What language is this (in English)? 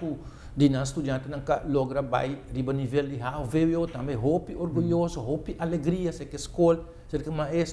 Papiamento